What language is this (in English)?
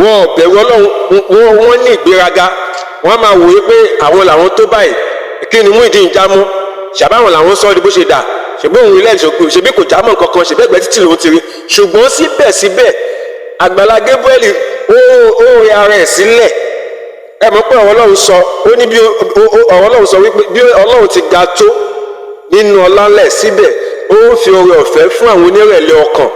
Yoruba